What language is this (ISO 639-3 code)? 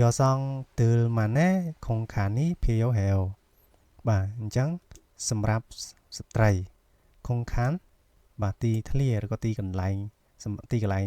khm